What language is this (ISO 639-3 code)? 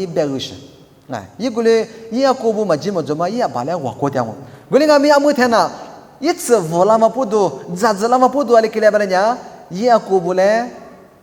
lis